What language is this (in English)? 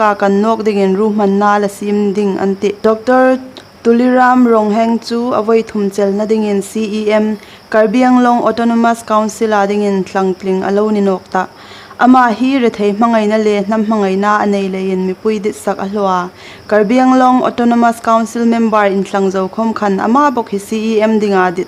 Hmar